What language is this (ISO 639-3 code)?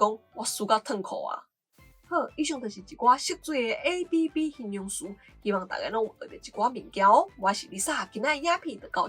nan